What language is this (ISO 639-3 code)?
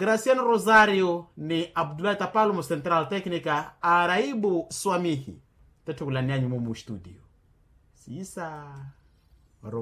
vmw